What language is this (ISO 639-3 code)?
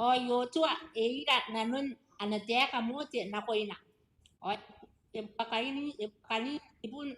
gil